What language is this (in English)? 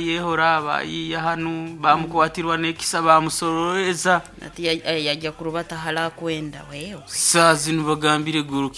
Nyoro